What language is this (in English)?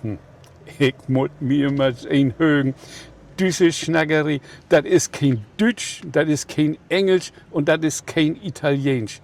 Low German